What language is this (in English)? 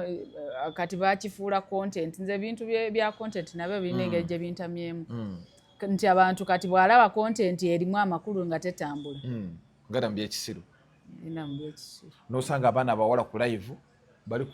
Ganda